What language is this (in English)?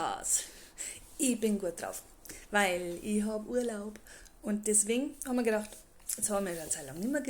Bavarian